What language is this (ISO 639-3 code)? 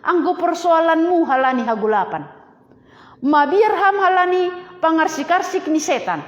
bts